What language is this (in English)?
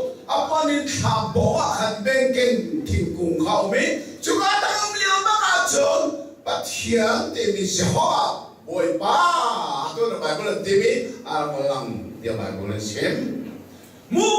Hakha Chin